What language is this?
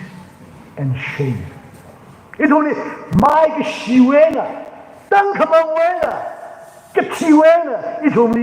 Tangkhul Naga (India)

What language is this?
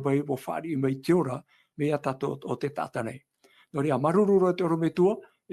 Tahitian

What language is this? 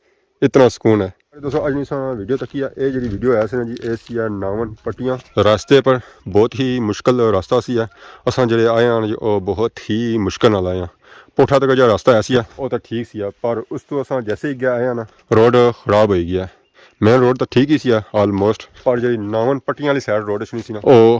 Pahari-Potwari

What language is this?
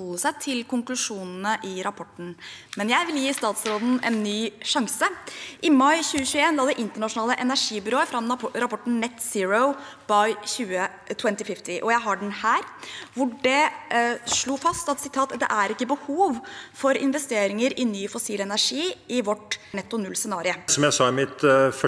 Norwegian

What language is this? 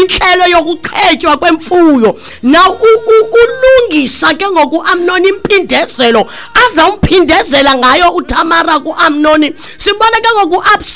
Xhosa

